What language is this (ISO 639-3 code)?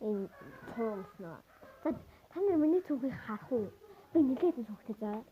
mon